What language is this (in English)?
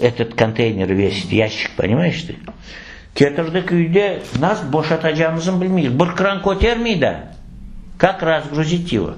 Crimean Tatar